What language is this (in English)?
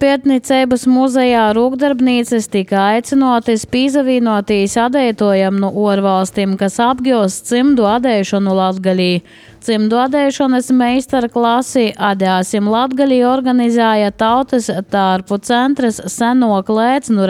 Latvian